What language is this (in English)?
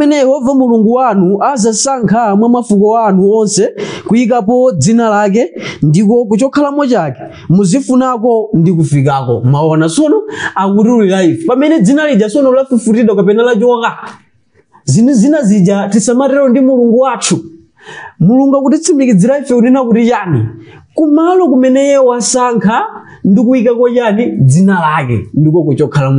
Nyanja